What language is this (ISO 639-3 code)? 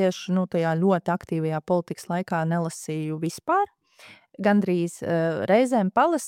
lav